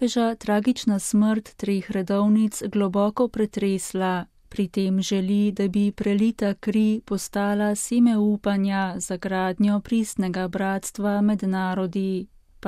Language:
Slovenian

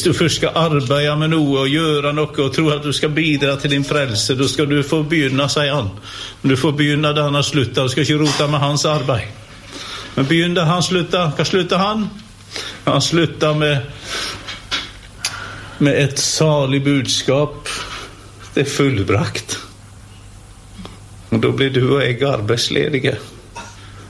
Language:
Norwegian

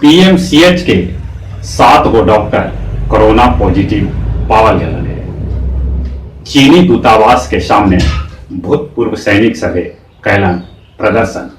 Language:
Magahi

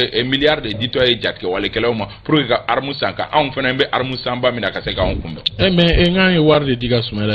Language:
Bambara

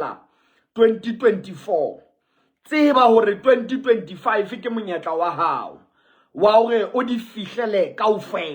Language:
Southern Sotho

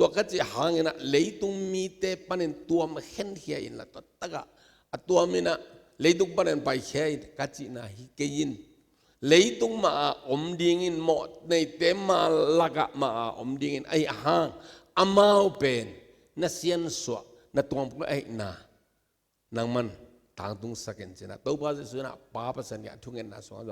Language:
Tedim Chin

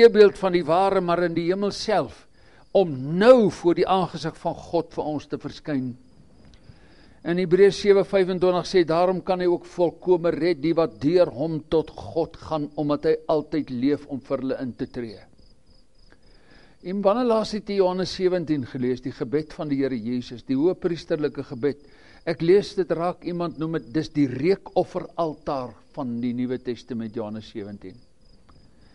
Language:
Afrikaans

